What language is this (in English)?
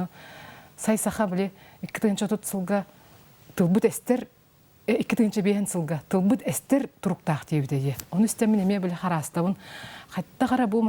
Yakut